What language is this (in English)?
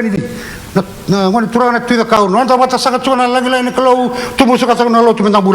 Fijian